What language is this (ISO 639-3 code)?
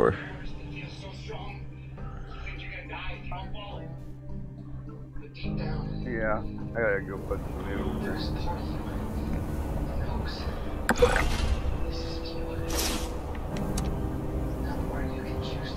eng